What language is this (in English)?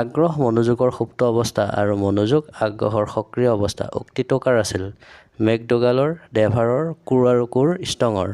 Assamese